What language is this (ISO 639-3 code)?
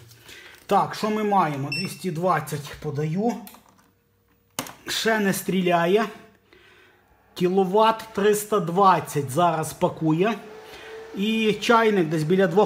ukr